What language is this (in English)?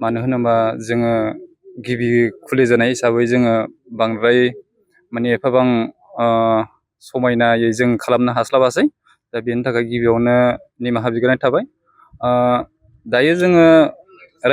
Bodo